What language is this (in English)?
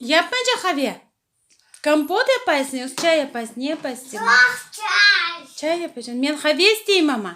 Crimean Tatar